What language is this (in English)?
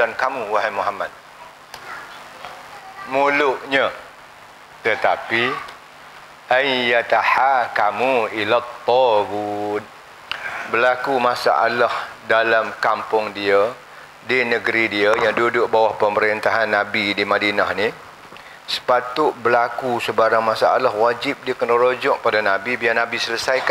Malay